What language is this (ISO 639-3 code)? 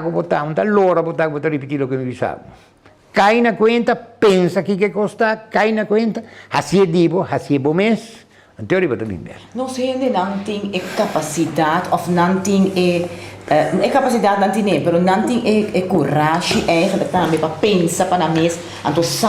pap